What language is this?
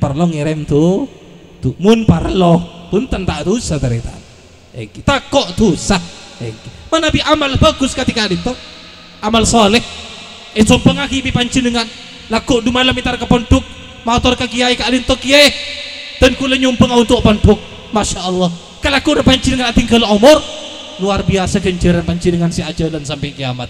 Madurese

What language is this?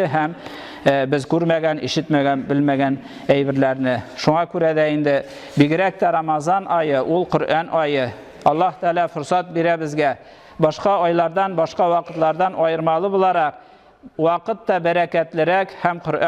Tatar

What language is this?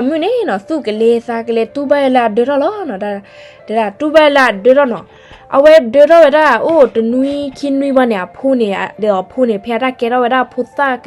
S'gaw Karen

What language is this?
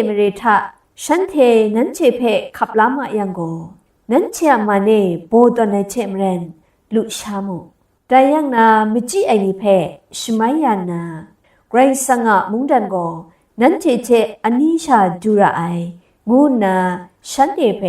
Kachin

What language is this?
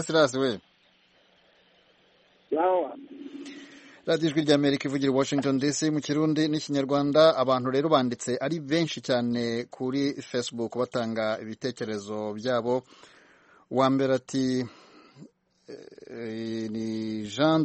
Kinyarwanda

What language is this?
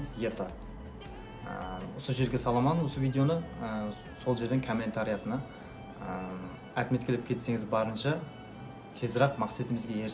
Kara-Kalpak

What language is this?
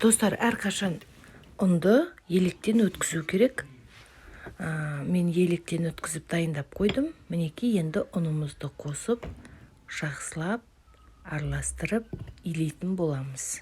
Kazakh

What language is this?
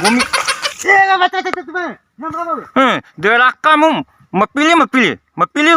Bima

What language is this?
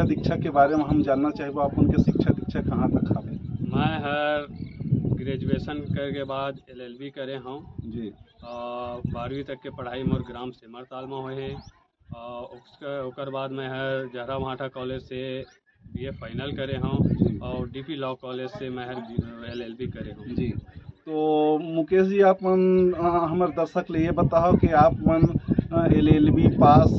Chhattisgarhi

